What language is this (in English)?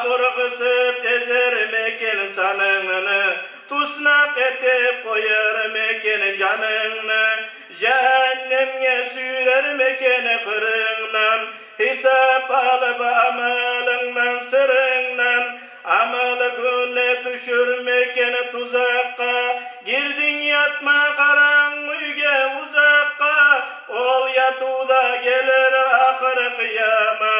Kumyk